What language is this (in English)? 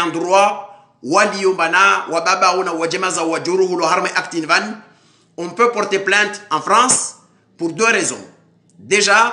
Ngazidja Comorian